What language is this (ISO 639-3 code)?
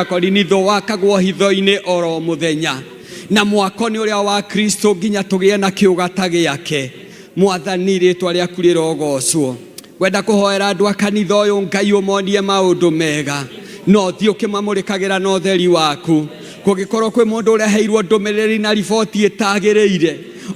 kik